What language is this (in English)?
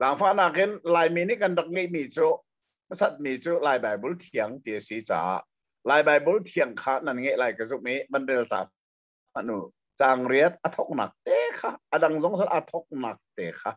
Hakha Chin